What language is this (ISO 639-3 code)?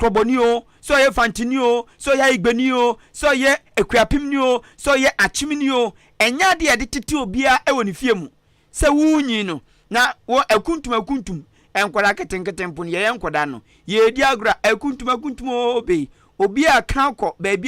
aka